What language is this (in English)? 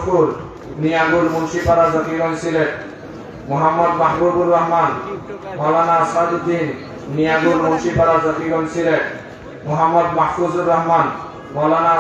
Sylheti